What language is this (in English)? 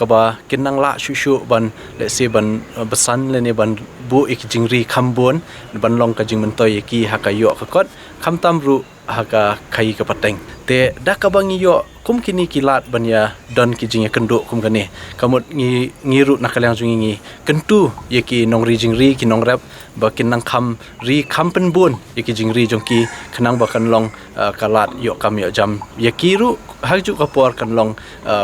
Khasi